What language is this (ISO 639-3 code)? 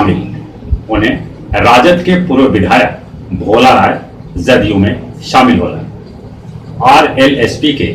mag